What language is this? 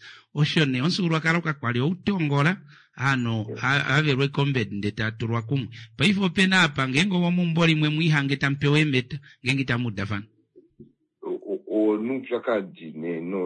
Kuanyama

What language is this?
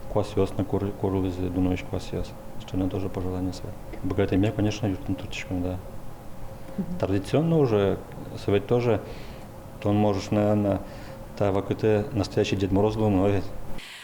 Udmurt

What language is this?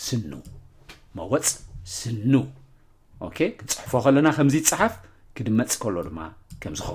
Tigrinya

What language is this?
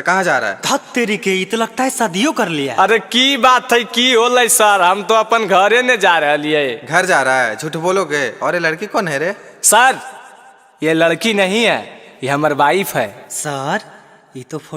Magahi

